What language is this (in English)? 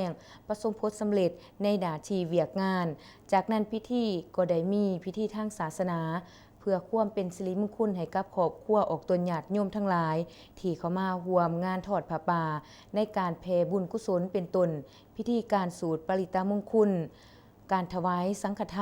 Lao